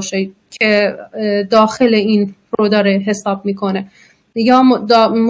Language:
Persian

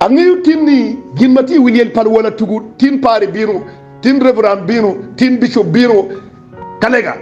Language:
Acoli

